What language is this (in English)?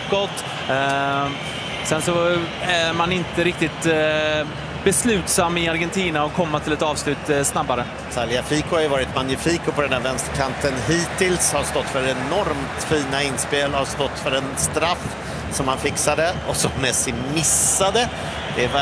Swedish